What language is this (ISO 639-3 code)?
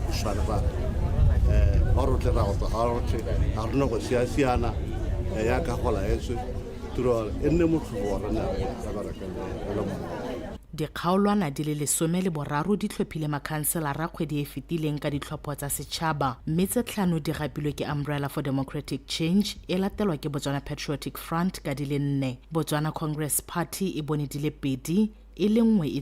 tsn